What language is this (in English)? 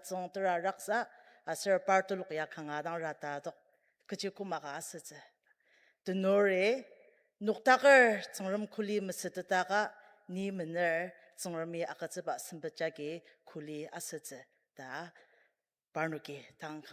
Ao Naga